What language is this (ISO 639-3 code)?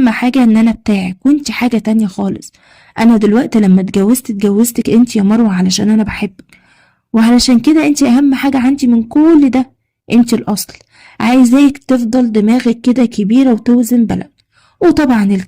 arz